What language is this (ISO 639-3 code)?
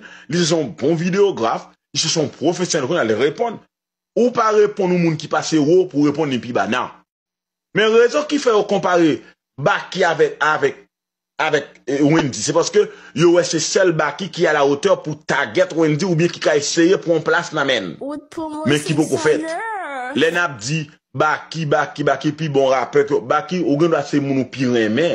hat